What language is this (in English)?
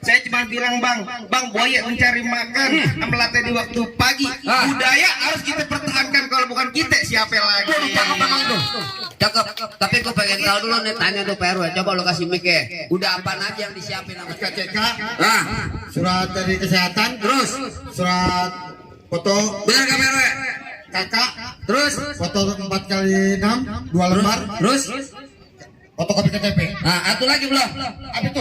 Betawi